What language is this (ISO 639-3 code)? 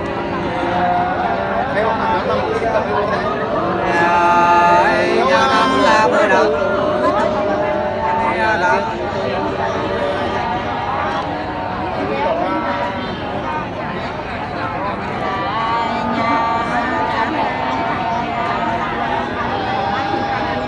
vie